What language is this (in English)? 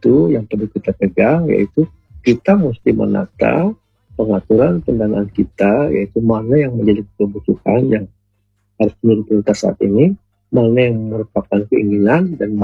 Indonesian